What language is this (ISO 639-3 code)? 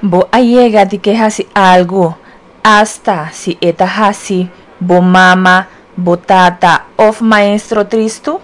pap